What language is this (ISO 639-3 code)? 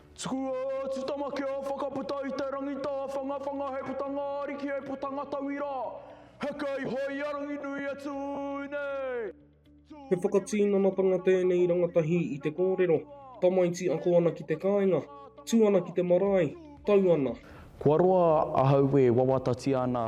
mri